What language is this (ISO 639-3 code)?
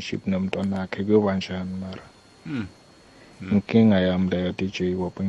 nbl